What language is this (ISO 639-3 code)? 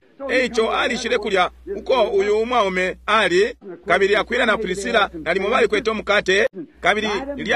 bem